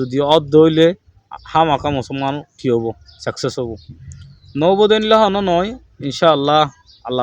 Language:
Rohingya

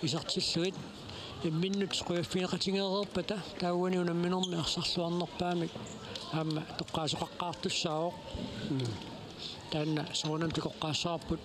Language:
Kalaallisut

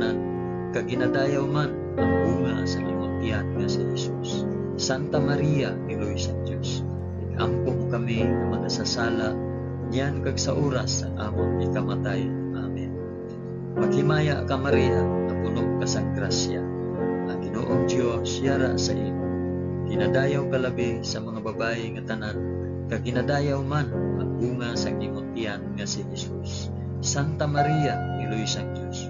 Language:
Hiligaynon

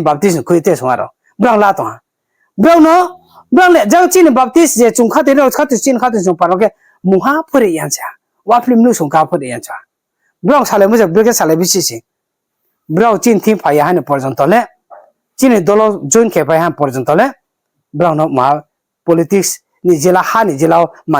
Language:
Riang (India)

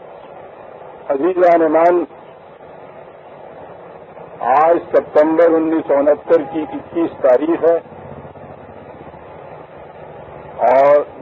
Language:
Urdu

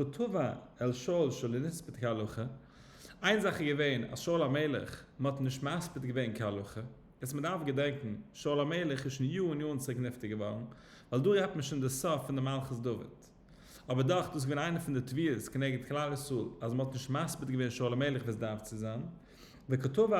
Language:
Yiddish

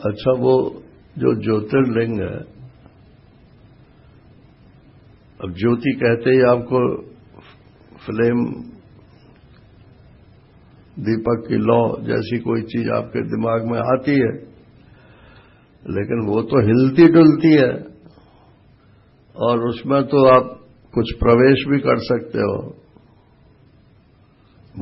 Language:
Hindi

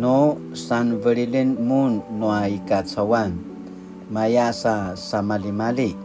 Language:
Paiwan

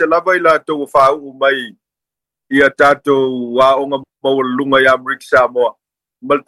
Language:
Samoan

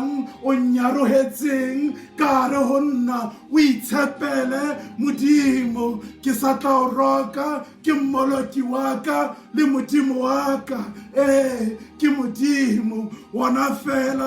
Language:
Southern Sotho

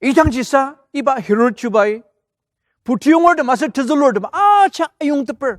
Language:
Ao Naga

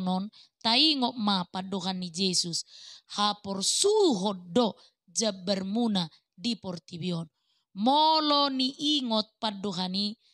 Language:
Batak Toba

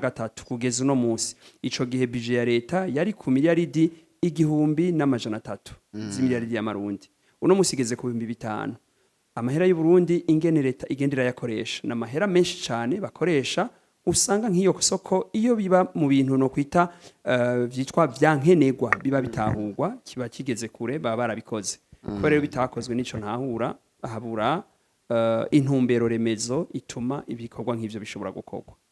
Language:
Rundi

